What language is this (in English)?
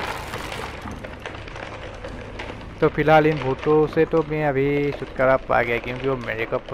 Hindi